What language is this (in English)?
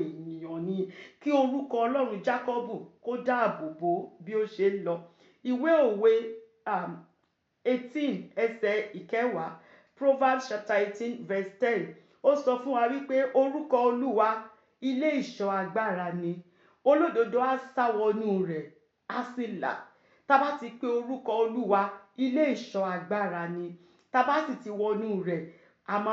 Yoruba